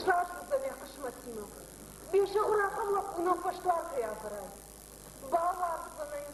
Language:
Ossetic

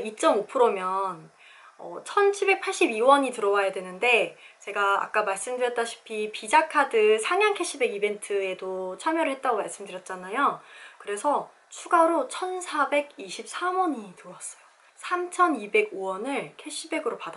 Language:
Korean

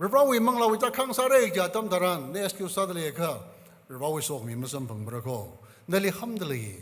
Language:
Tangkhul Naga (India)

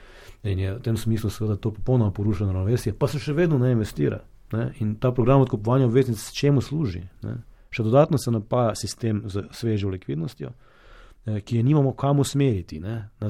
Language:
Slovenian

